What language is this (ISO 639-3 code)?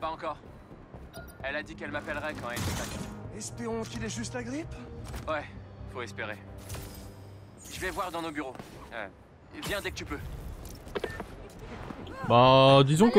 fra